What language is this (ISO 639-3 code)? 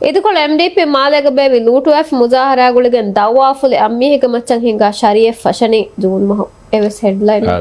div